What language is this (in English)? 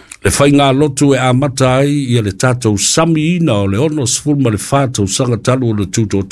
Samoan